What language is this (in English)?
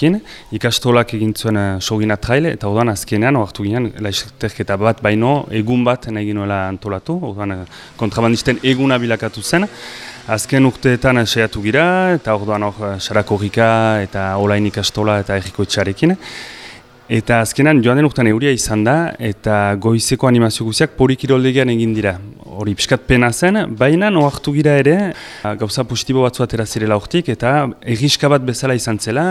Basque